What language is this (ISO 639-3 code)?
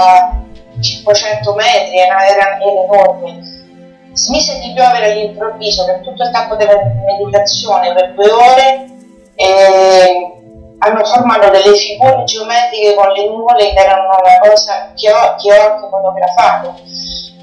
ita